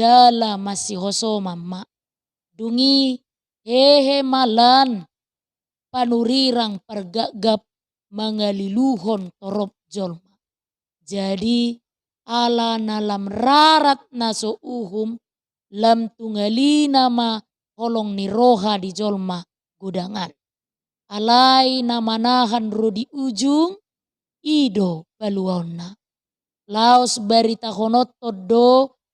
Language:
Batak Toba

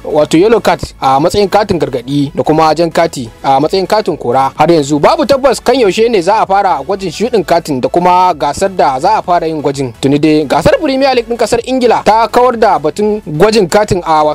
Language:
Hausa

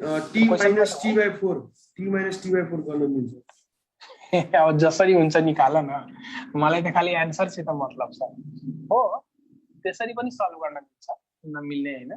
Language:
Nepali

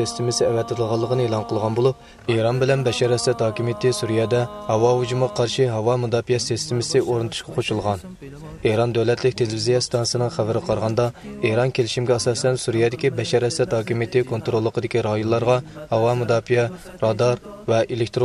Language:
Uyghur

